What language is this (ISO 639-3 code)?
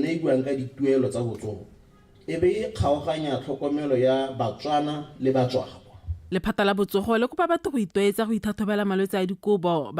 tsn